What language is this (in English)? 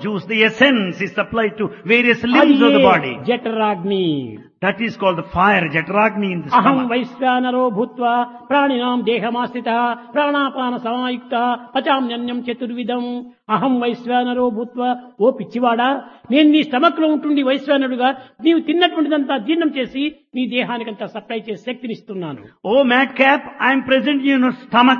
Telugu